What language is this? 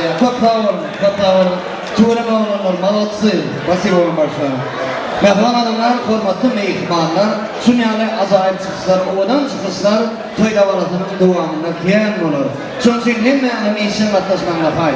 Turkmen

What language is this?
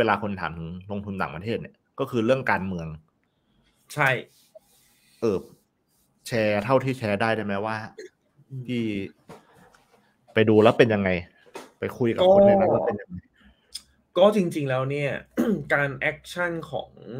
Thai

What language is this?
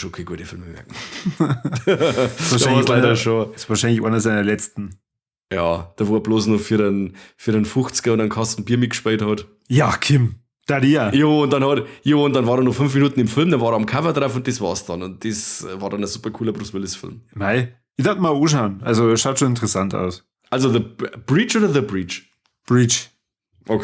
Bavarian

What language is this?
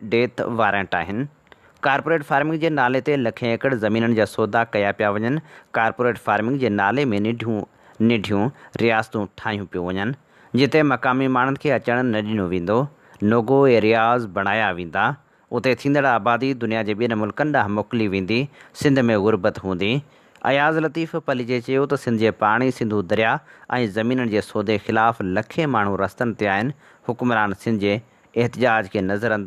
Sindhi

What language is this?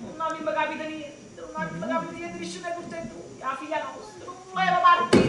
Neapolitan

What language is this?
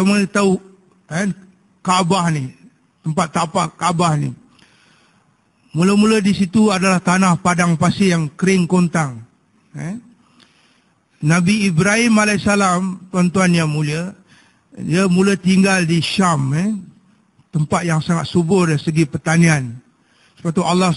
Malay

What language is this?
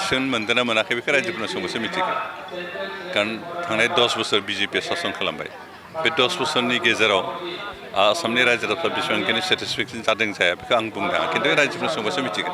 Bodo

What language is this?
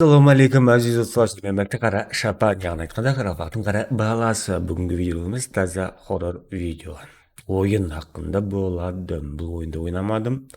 Kara-Kalpak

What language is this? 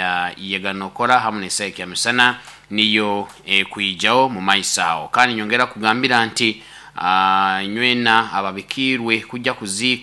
Nyoro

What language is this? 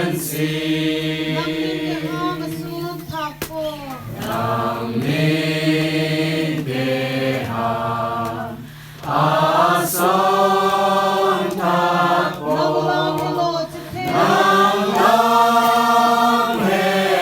Karbi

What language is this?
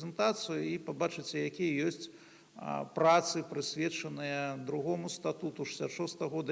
Belarusian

